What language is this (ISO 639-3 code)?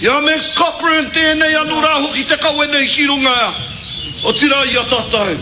mri